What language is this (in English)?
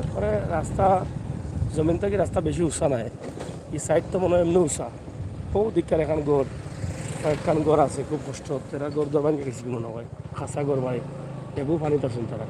Sylheti